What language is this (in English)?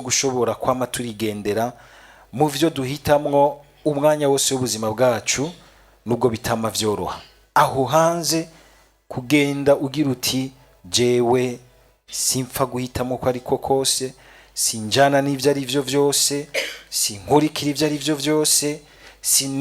Rundi